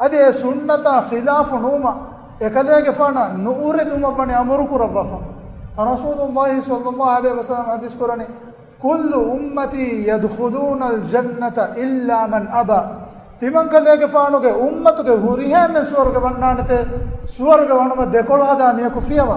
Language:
Divehi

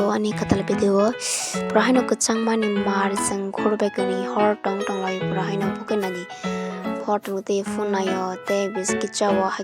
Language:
Kok Borok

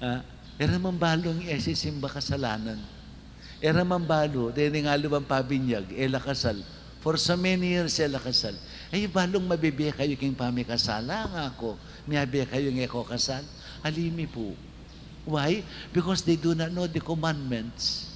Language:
Pampanga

